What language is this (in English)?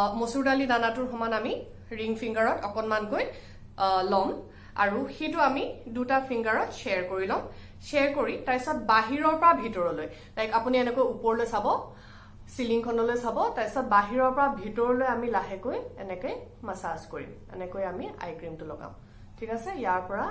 Assamese